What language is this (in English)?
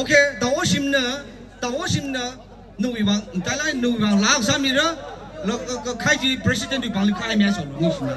Tangkhul Naga (India)